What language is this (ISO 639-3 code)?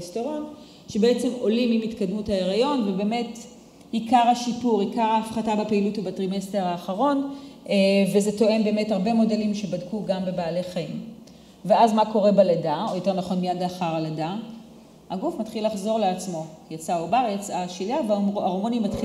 heb